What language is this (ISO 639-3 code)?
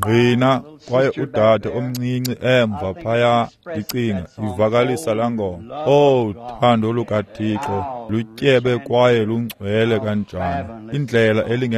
xho